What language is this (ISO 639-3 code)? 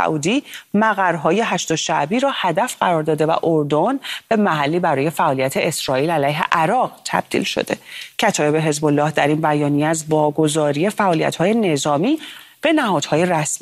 fas